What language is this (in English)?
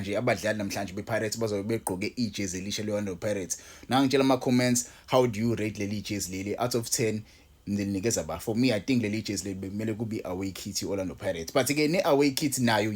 Zulu